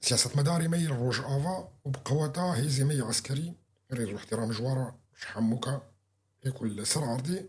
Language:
Kurdish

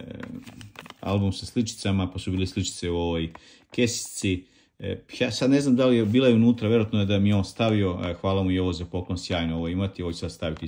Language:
Croatian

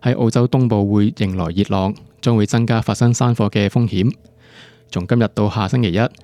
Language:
Cantonese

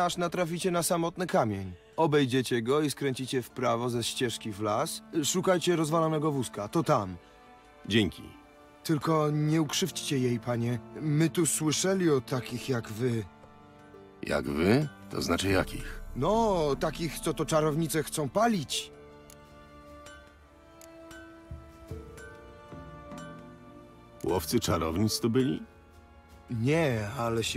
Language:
Polish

